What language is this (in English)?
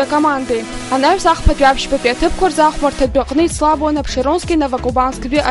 Abkhazian